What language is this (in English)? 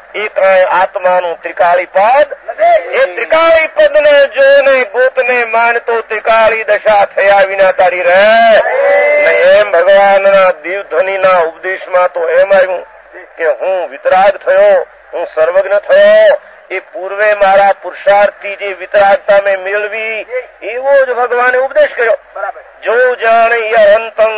Gujarati